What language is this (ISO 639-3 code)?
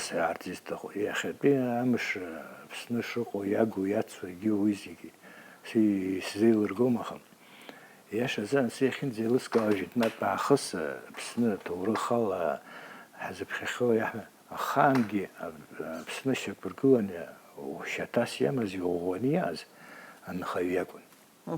abk